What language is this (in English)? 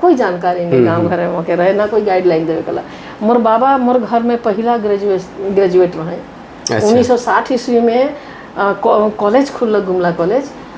Sadri